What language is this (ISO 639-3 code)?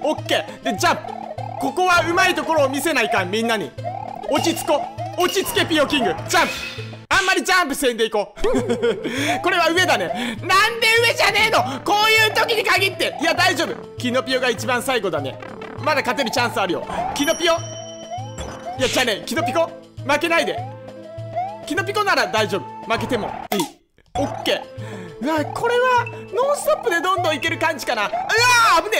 jpn